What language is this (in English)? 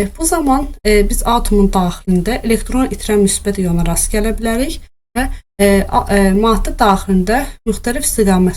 Azerbaijani